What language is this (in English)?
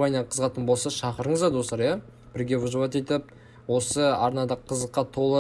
Kazakh